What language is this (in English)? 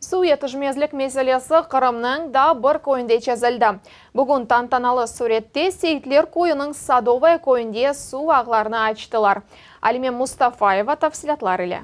Crimean Tatar